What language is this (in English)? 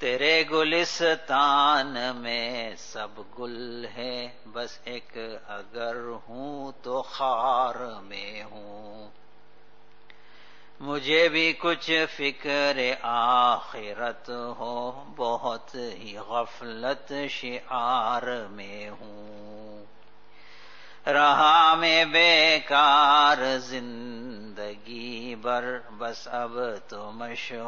Urdu